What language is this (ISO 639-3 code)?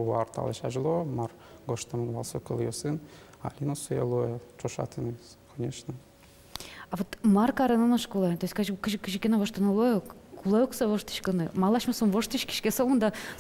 udm